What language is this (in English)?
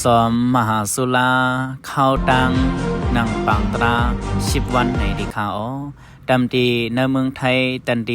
Shan